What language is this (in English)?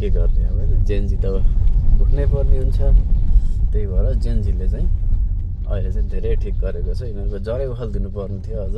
Nepali